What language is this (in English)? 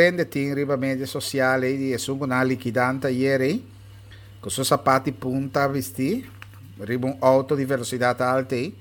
Papiamento